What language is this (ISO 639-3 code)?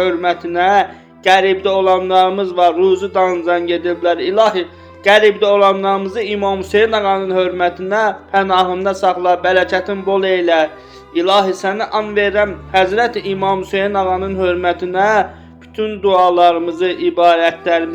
aze